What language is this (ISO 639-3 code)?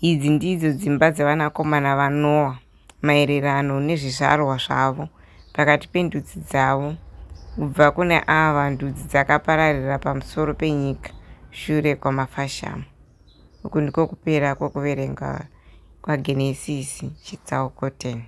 sna